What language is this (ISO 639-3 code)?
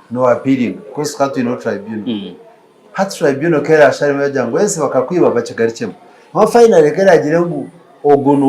nyn